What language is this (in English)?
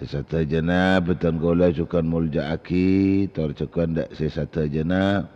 Madurese